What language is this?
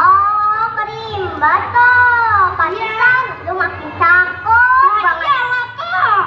Betawi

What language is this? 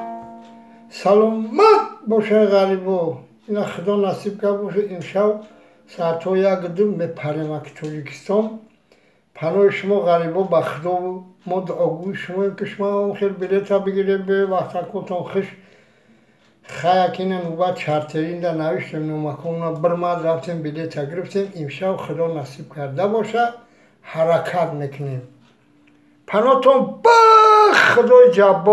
Persian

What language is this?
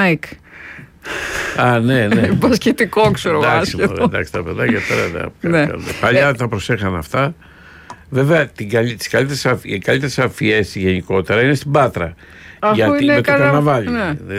Greek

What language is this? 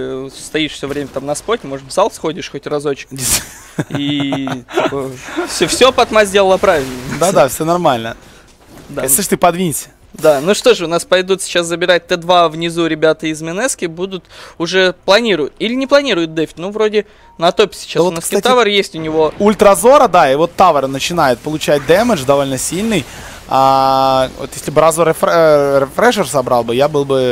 Russian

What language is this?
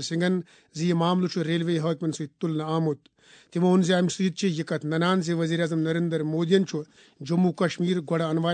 Kashmiri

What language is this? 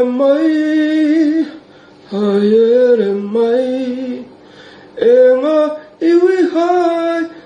Māori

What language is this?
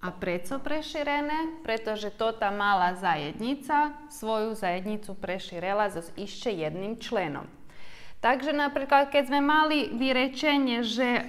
Rusyn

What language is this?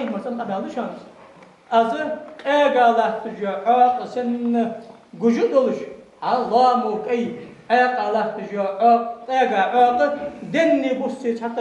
Ingush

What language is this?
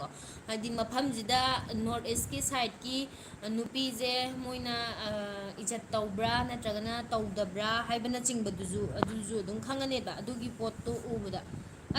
Manipuri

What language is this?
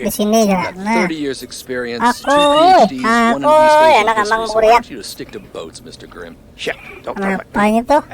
Banjar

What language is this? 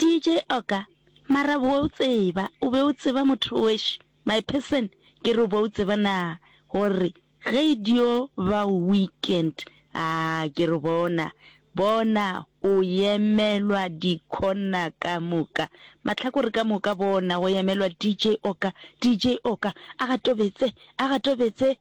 Northern Sotho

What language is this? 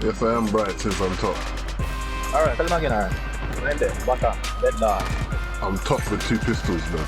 Jamaican Creole English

